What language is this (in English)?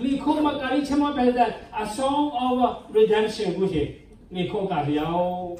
Lahu